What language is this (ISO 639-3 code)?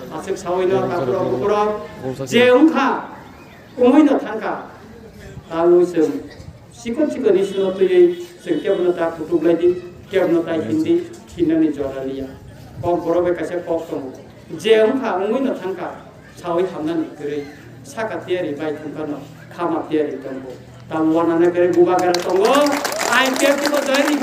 trp